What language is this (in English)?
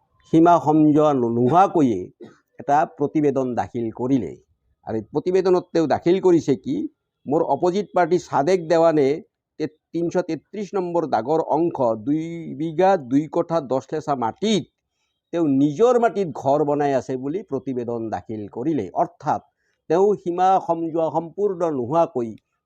Assamese